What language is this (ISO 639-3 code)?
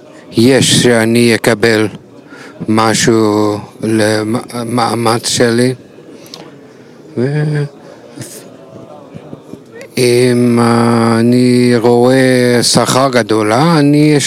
heb